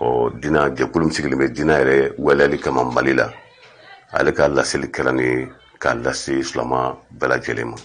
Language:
Bambara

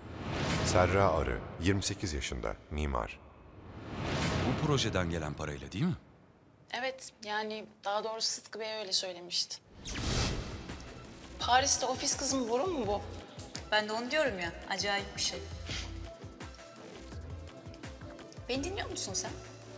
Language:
Turkish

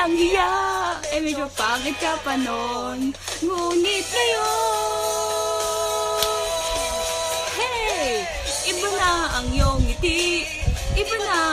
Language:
Filipino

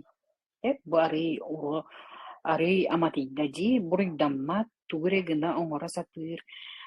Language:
Yakut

